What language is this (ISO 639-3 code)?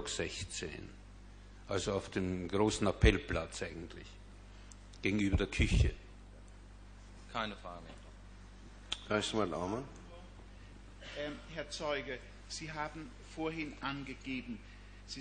deu